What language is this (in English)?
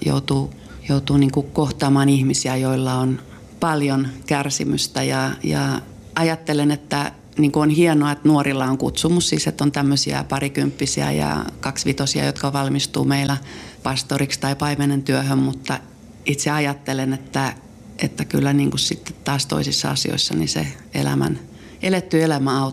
Finnish